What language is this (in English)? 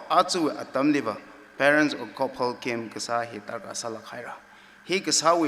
Tangkhul Naga (India)